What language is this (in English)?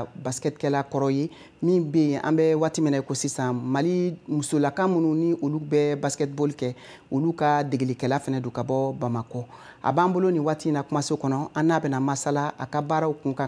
Bambara